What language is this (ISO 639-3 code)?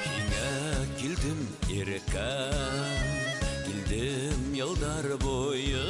bak